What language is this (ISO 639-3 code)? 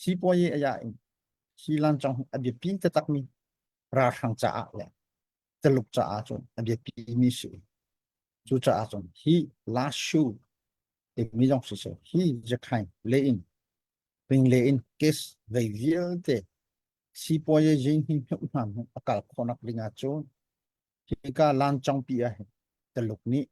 cnh